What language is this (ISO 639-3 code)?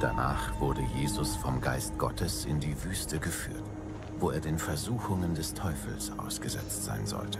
gsw